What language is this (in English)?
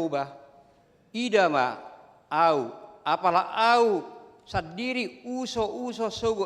Batak Toba